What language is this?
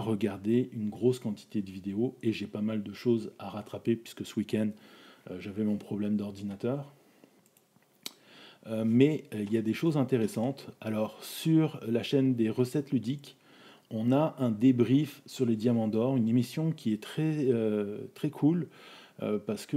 French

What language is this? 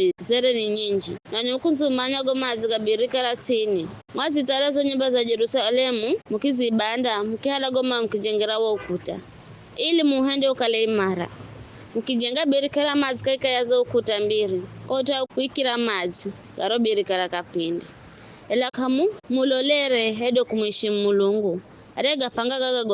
Giryama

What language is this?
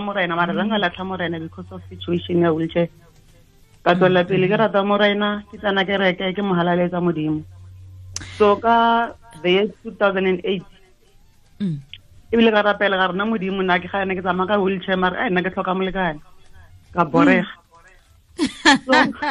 Tswana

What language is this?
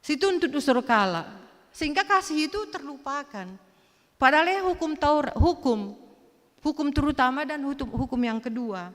Batak Karo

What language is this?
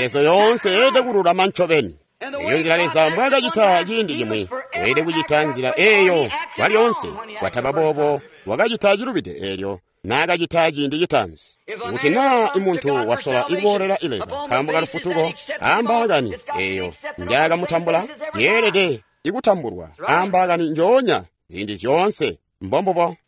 Tonga (Zambia)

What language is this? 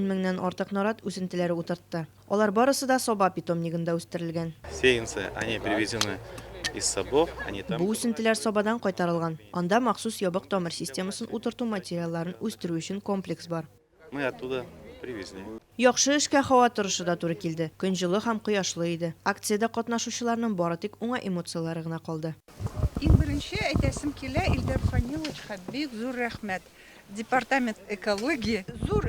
Tatar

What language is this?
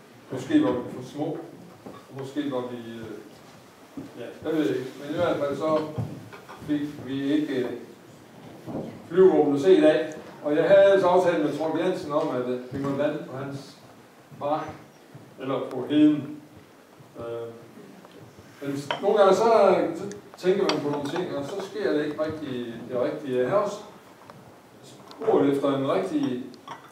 Danish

